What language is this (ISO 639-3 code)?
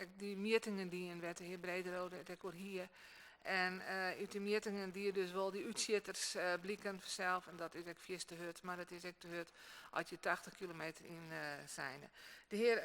fry